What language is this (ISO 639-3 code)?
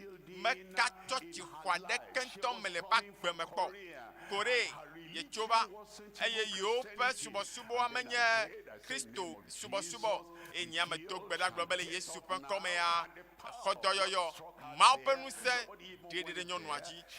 ewe